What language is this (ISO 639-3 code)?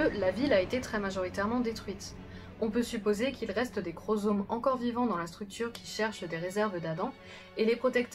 fra